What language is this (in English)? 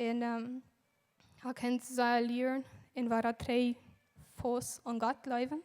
Plautdietsch